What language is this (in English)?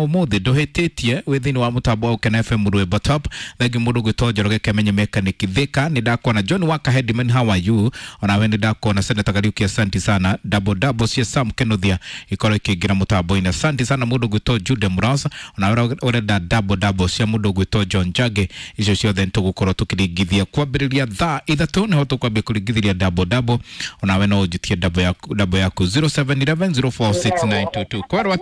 Kikuyu